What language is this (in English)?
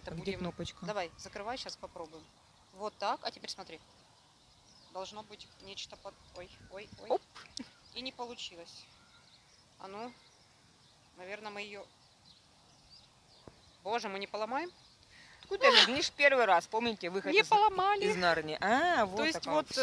Russian